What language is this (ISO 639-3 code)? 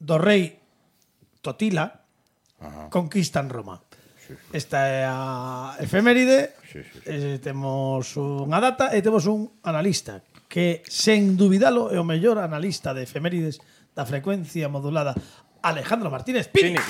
glg